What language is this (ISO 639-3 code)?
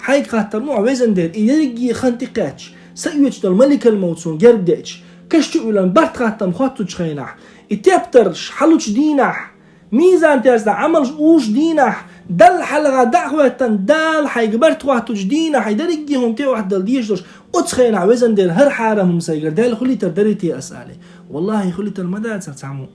che